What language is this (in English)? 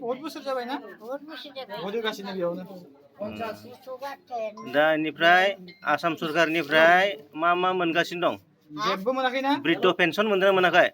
Bodo